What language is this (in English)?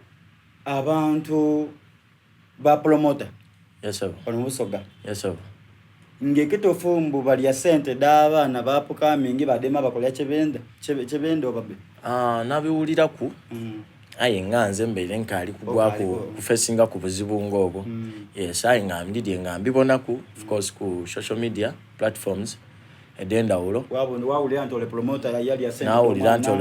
Soga